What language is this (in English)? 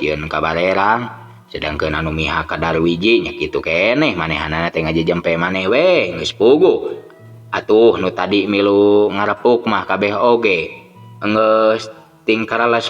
Sundanese